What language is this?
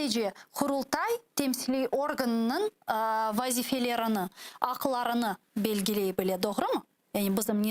Crimean Tatar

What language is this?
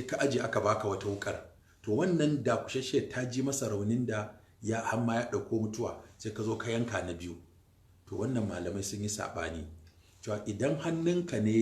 Hausa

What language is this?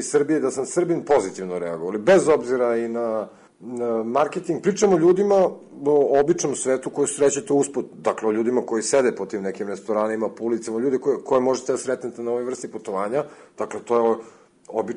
Serbian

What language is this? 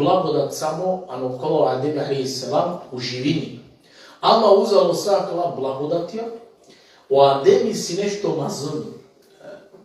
Balkan Romani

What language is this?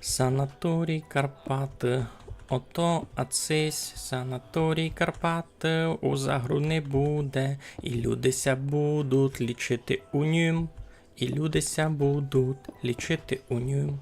Rusyn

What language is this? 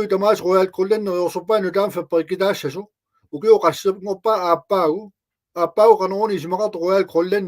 Kalaallisut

